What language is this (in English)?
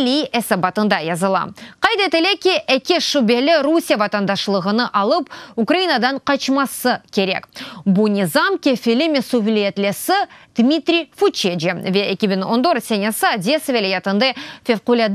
Crimean Tatar